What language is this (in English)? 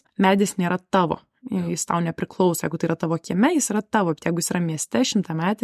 Lithuanian